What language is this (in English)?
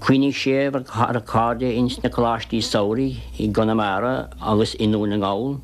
Irish